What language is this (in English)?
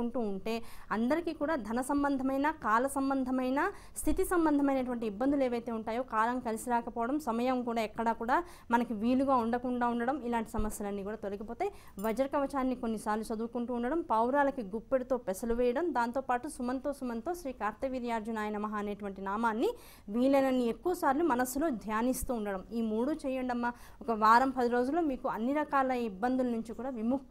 Telugu